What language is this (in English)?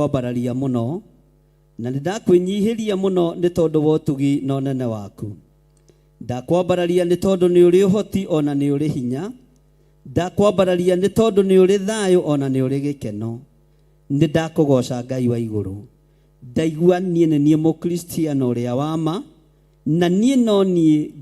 Kikuyu